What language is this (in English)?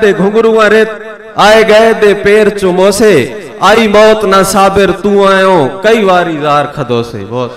Saraiki